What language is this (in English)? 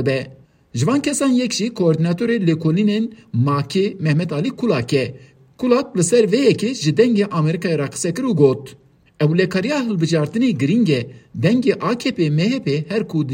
Kurdish